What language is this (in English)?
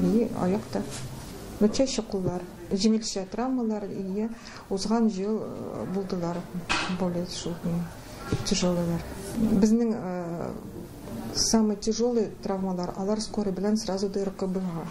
Tatar